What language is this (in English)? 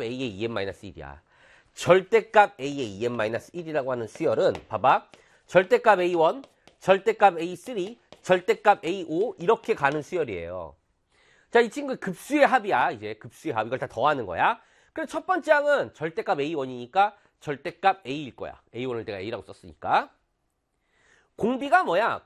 Korean